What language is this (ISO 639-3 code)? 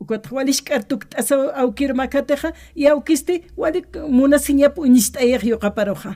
aym